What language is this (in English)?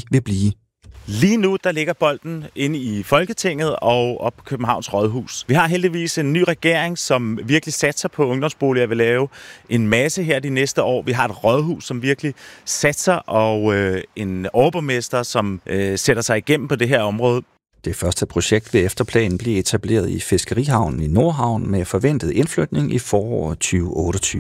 Danish